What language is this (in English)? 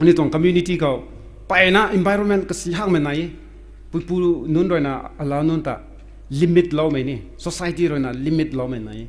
Rongmei Naga